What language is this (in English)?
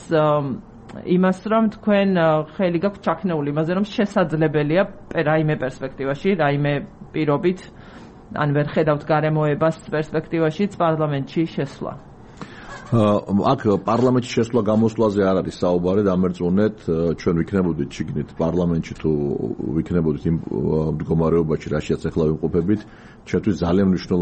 Georgian